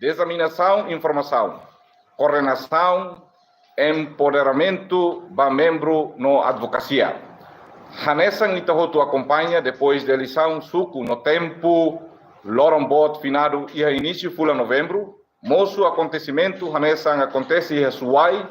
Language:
Tetum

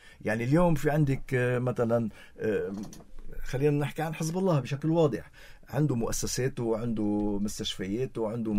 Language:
North Levantine Arabic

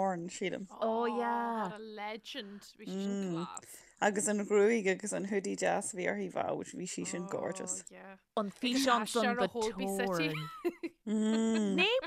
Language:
Irish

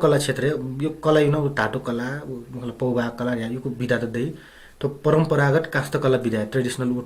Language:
Newari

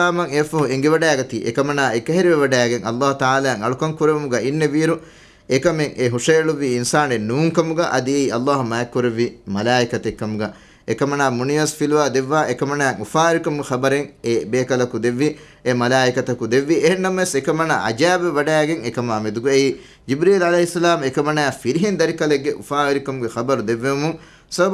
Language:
Divehi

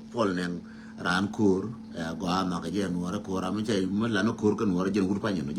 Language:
Nuer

